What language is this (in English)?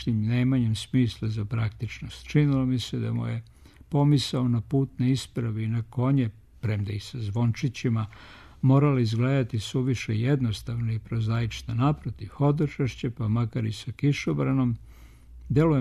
Serbian